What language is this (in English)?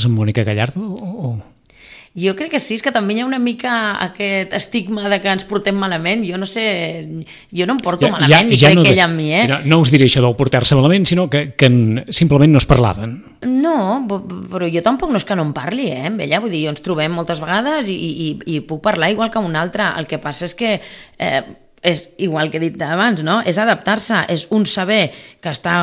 Catalan